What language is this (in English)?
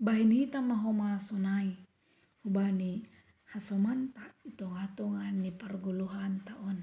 Batak Simalungun